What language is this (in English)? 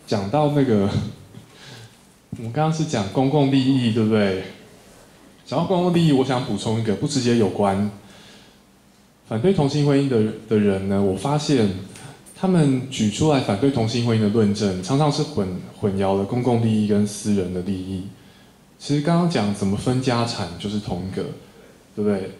Chinese